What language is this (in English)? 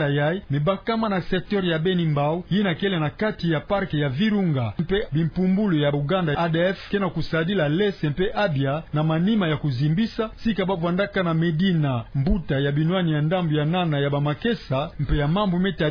Kituba (Democratic Republic of Congo)